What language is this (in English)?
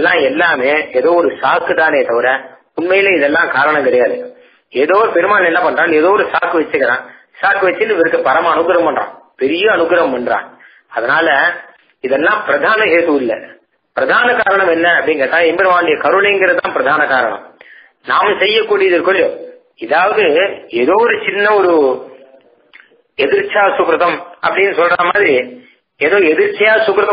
Tamil